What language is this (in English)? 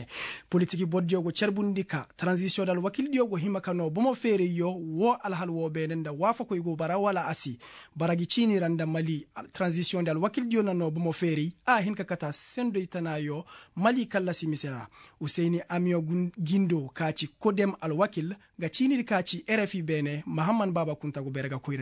Koyraboro Senni